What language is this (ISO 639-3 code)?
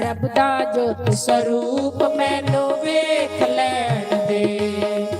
doi